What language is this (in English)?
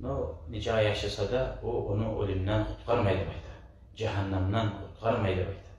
Kumyk